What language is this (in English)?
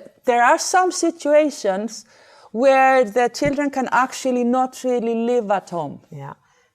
Faroese